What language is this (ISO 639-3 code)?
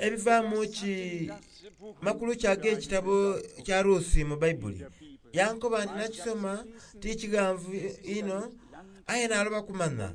xog